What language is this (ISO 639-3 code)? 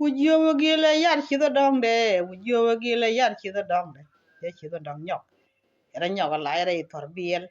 nus